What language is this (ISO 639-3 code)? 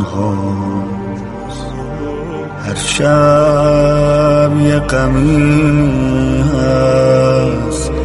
fas